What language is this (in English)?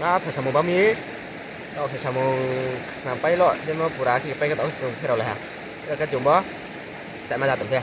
Riang (India)